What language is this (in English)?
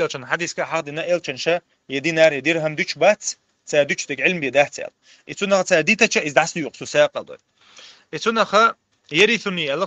Chechen